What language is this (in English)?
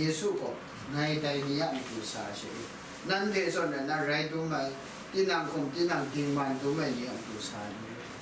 Kachin